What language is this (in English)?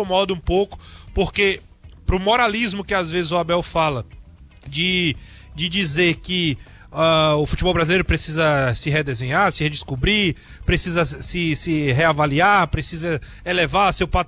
Portuguese